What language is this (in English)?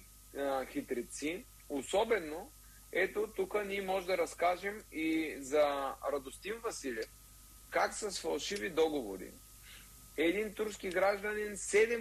Bulgarian